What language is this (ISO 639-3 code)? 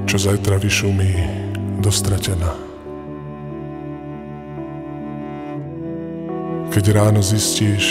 slk